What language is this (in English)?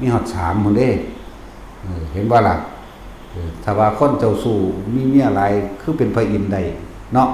Lao